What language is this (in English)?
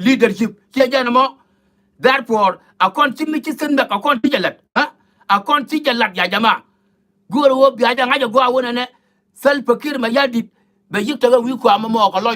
Nuer